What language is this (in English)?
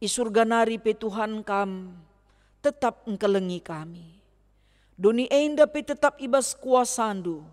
Batak Karo